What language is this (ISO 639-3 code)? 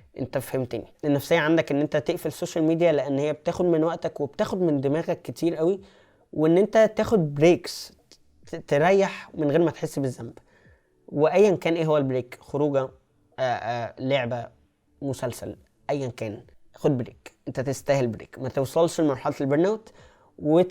arz